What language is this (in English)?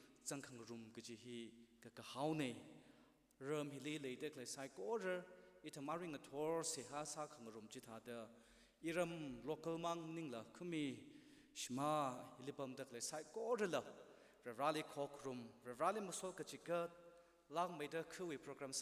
Tangkhul Naga (India)